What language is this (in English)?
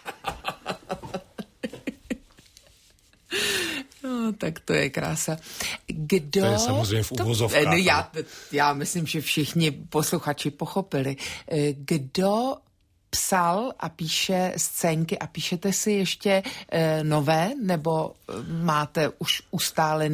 Czech